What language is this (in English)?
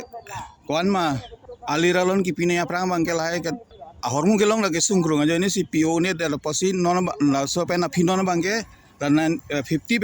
Karbi